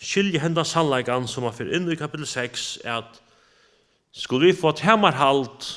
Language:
Faroese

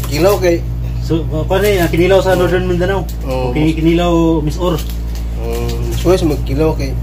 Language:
Cebuano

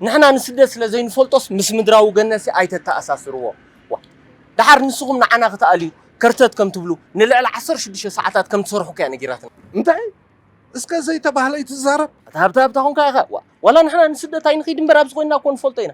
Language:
Tigrinya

